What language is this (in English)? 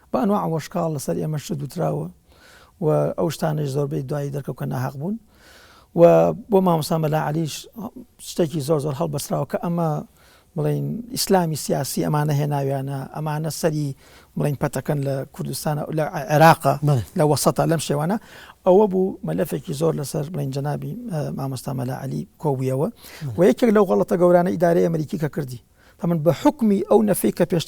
Central Kurdish